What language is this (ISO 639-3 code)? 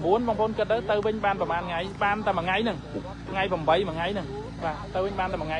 khm